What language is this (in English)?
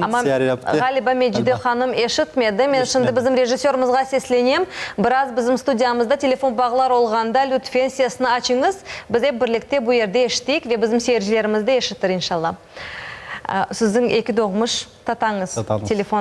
Crimean Tatar